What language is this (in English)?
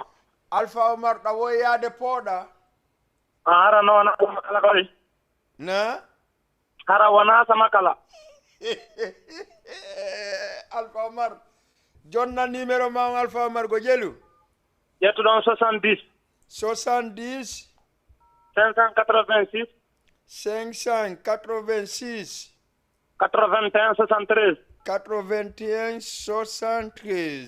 Fula